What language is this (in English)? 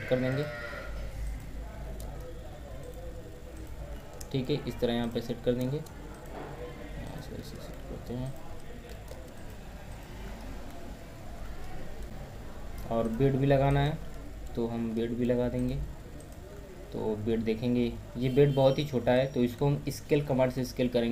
Hindi